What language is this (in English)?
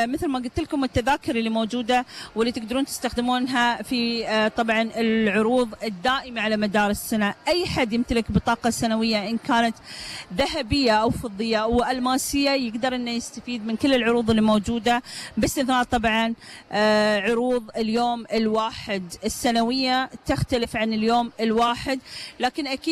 Gulf Arabic